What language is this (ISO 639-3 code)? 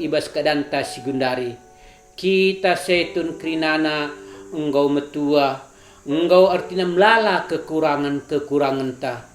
btx